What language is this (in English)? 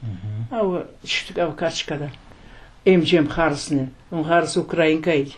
Crimean Tatar